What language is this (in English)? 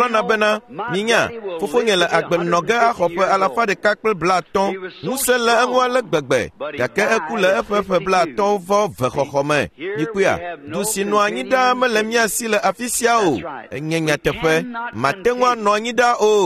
Ewe